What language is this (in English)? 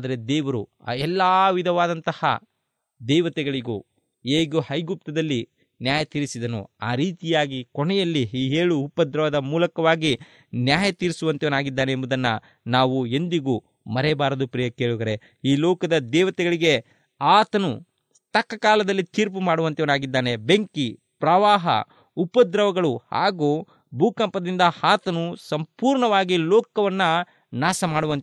Kannada